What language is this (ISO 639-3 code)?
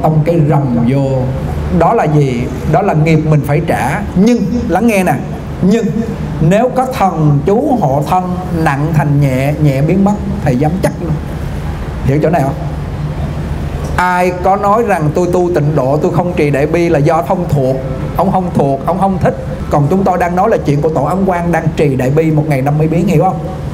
vie